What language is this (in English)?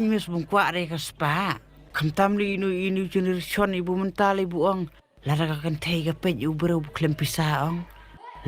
Khasi